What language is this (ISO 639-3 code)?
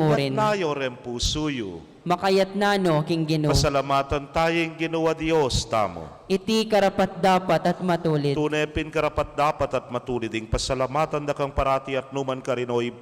pam